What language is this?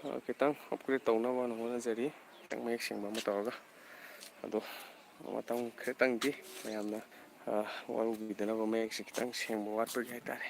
Manipuri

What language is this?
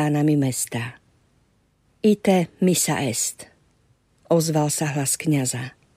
Slovak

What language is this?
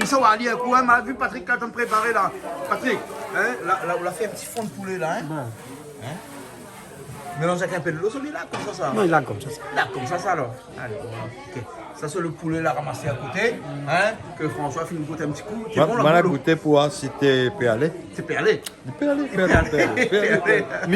Réunion Creole French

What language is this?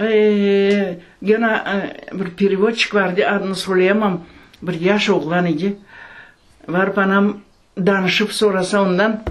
Crimean Tatar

